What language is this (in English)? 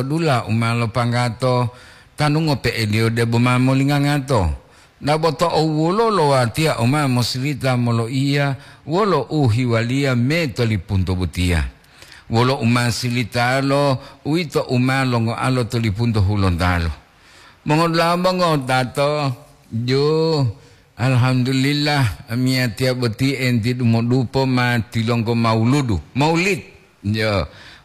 Gorontalo